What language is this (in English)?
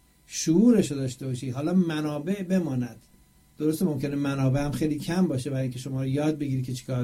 Persian